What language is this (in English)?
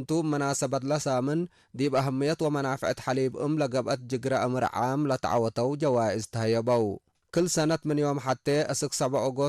Tigre